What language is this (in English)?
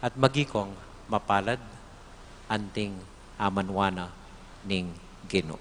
Pampanga